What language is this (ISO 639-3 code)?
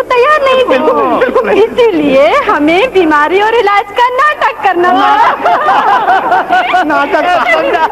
hin